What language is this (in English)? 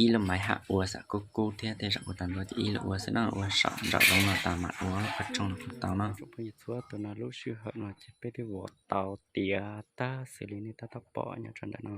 Hmong